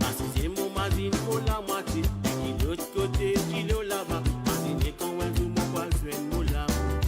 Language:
Morisyen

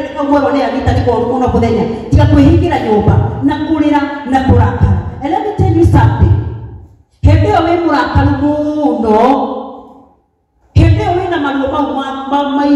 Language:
Kikuyu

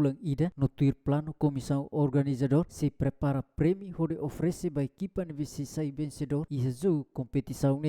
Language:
Tetum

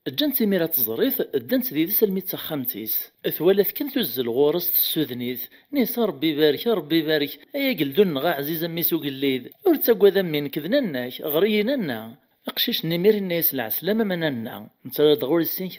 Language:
Kabyle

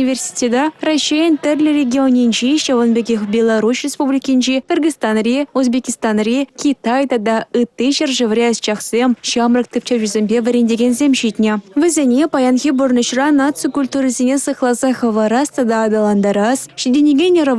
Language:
Chuvash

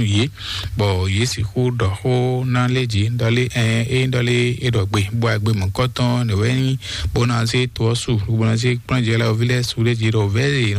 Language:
Fon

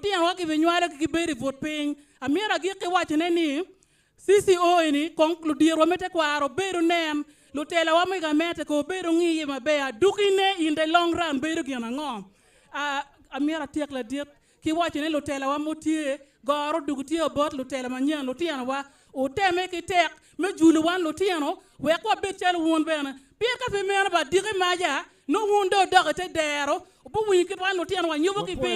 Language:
Acoli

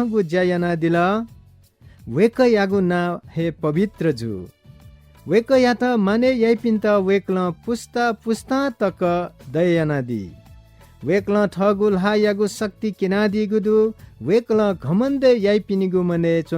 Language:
Newari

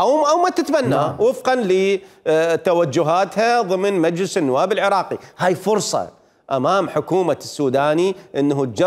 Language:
Mesopotamian Arabic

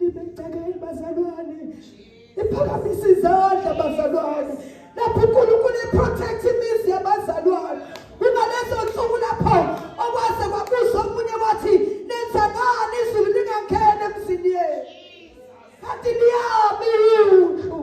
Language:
Zulu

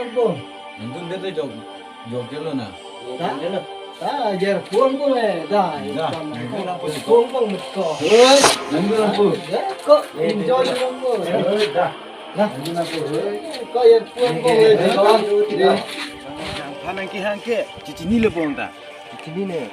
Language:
Karbi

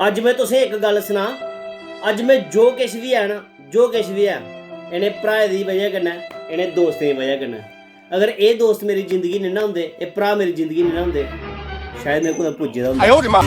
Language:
Dogri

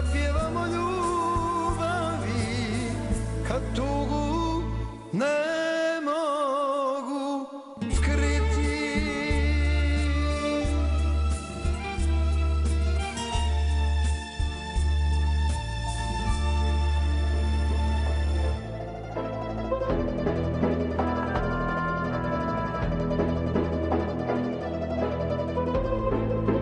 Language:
Bosnian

